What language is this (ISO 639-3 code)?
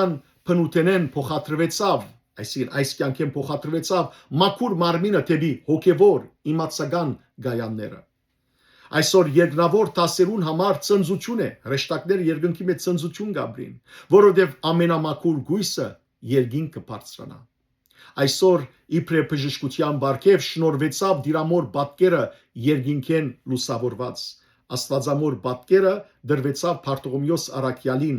hyw